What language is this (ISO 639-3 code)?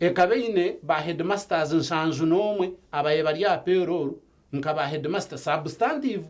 nyn